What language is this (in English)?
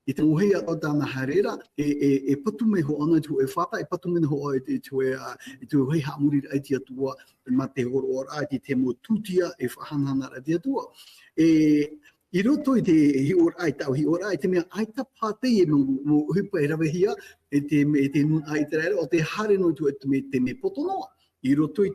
Tahitian